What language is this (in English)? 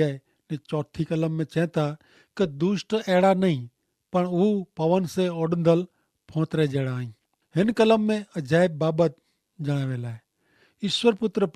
Kachhi